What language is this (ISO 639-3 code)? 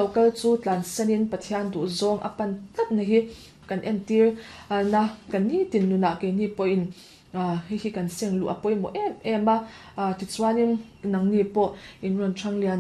lus